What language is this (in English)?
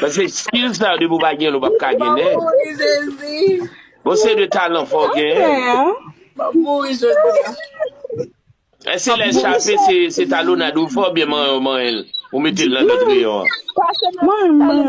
Haitian Creole